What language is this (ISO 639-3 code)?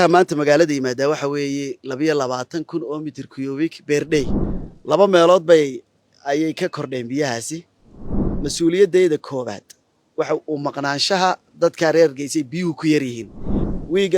som